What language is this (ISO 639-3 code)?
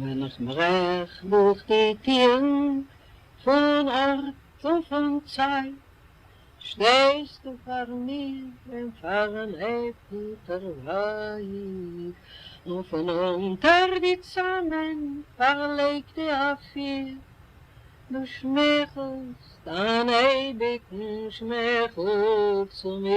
yid